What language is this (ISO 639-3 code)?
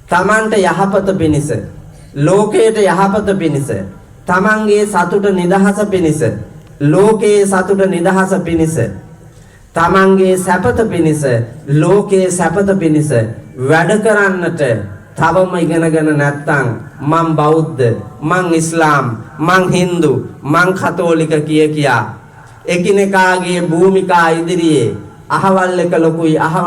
sin